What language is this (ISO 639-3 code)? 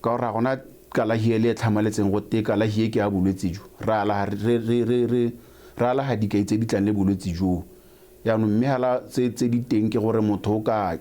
tsn